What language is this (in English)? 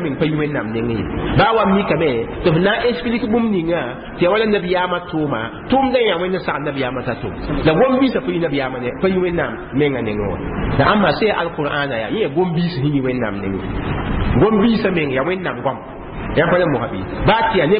Mossi